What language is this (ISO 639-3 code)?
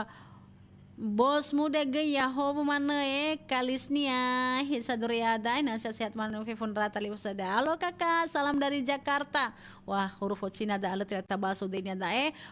nia